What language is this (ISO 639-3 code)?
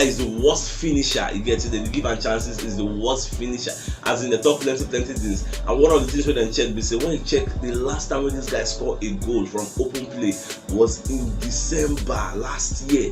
pcm